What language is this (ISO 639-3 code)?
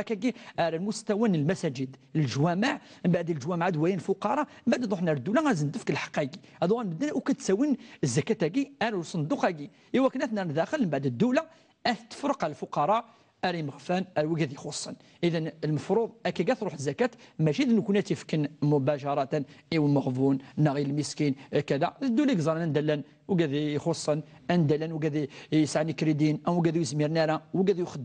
kab